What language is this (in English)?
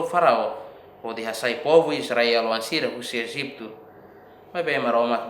Tetum